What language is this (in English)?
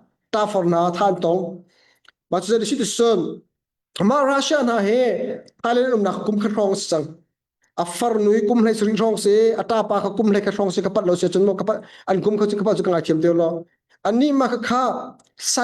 Hakha Chin